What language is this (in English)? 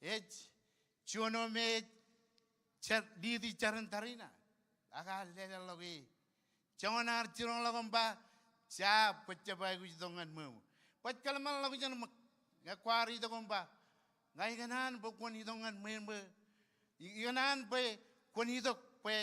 Marshallese